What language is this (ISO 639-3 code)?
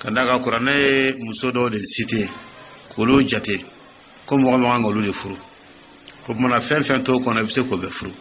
dyu